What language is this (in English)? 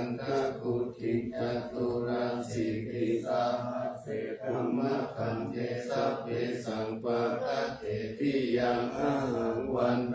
Pali